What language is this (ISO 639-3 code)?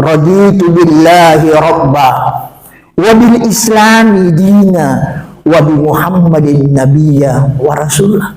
bug